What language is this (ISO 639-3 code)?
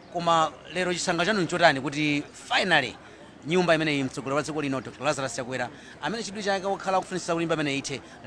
nya